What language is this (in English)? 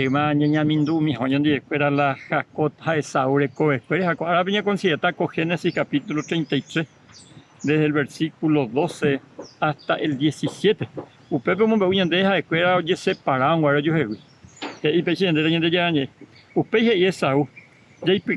Guarani